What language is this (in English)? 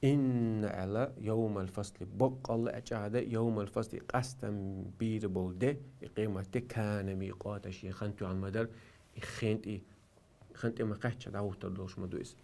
Chechen